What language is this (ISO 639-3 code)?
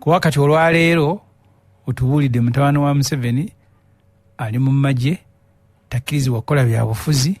lug